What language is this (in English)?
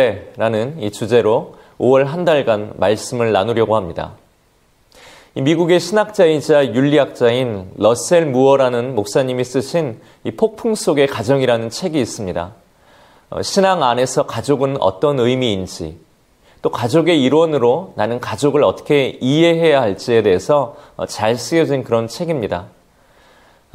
Korean